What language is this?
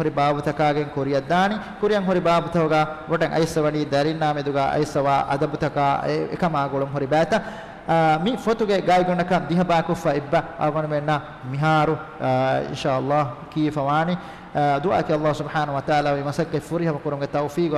Divehi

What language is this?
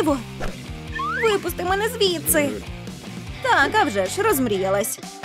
Ukrainian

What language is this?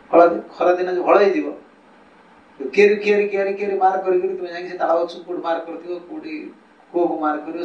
Odia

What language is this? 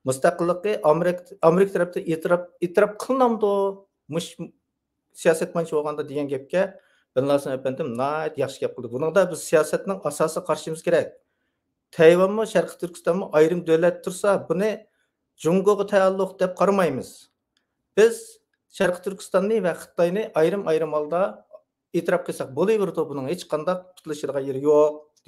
Uyghur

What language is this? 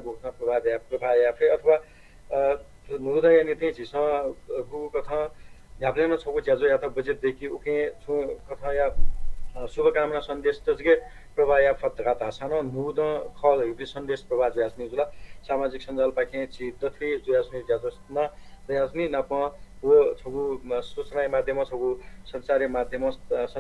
Newari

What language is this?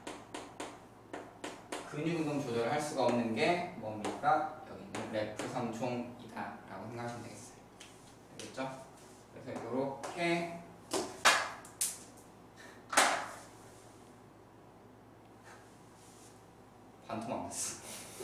Korean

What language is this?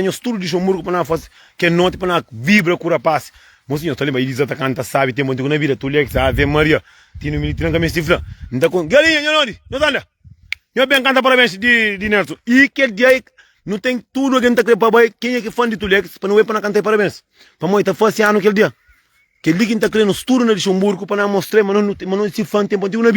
Kabuverdianu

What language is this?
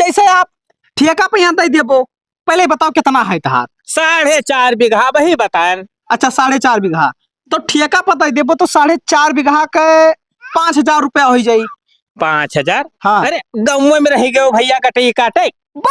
Awadhi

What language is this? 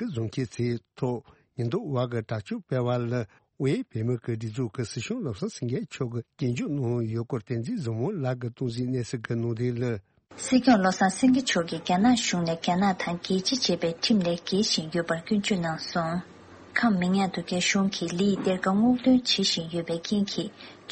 Tibetan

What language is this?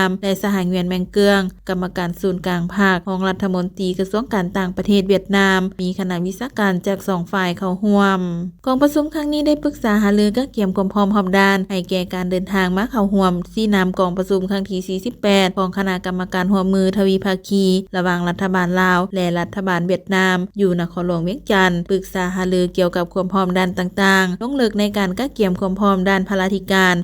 Lao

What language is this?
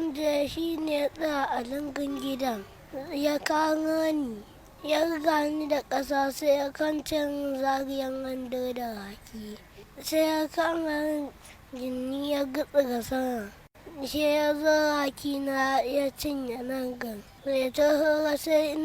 Hausa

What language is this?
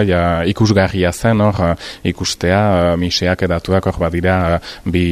Basque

